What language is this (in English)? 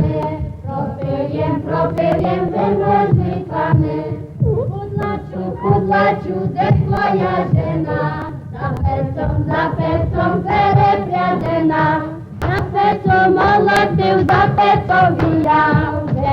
Rusyn